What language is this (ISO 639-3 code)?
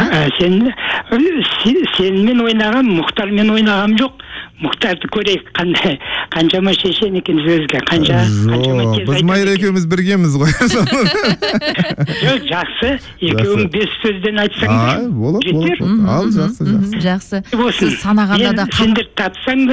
kaz